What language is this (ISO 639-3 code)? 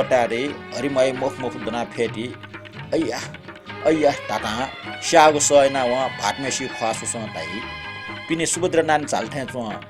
new